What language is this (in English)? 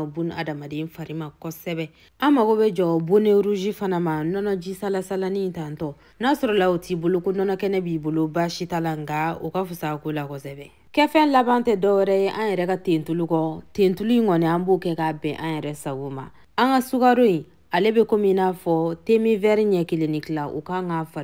Bambara